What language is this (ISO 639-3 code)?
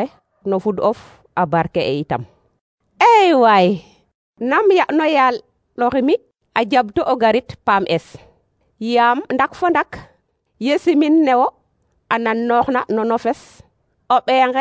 srr